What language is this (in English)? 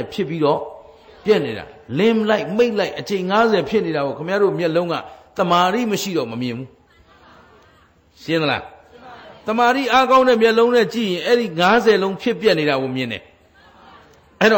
Burmese